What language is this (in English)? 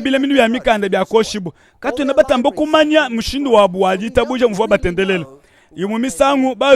Luba-Lulua